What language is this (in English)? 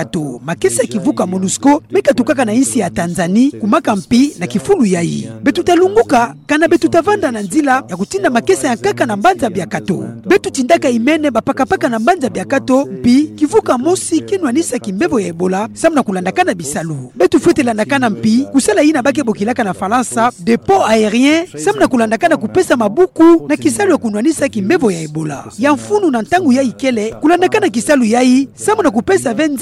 Kituba (Democratic Republic of Congo)